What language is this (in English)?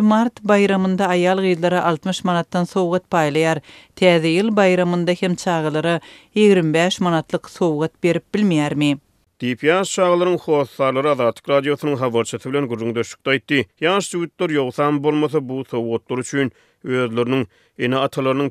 Turkmen